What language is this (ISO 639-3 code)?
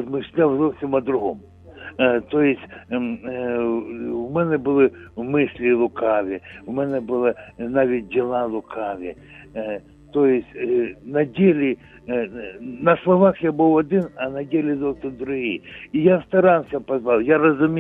ukr